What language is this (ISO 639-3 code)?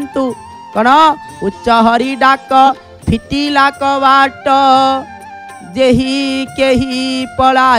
ori